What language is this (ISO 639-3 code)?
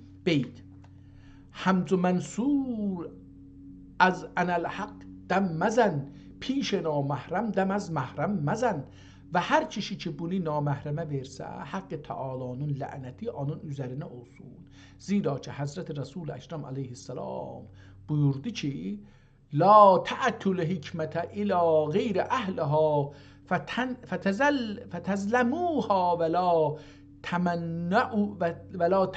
azb